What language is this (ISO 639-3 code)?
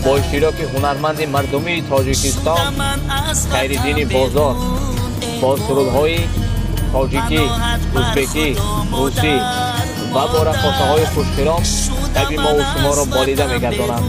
tgk